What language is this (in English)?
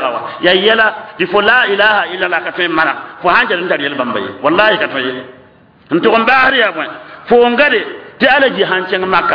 Mossi